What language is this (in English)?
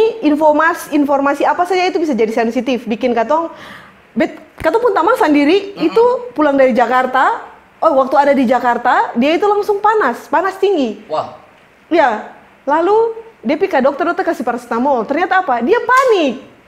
Ambonese Malay